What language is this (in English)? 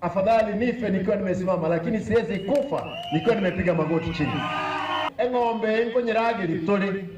Gusii